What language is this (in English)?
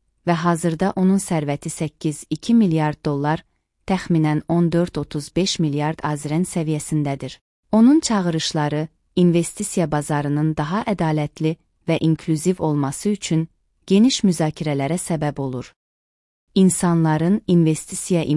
Azerbaijani